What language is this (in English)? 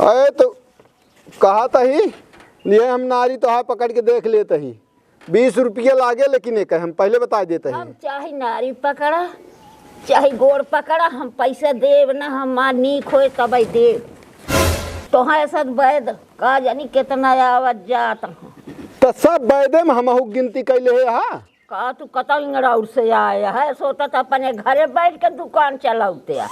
Awadhi